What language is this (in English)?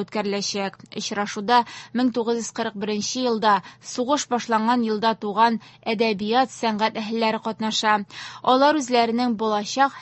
Tatar